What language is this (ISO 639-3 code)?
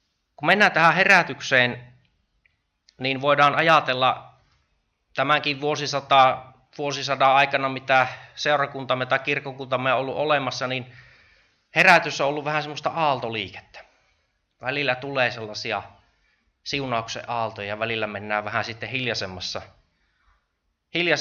fin